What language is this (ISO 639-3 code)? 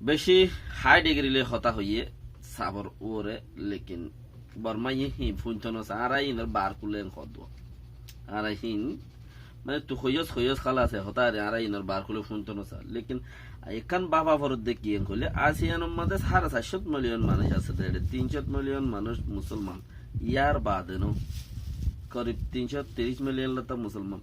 rhg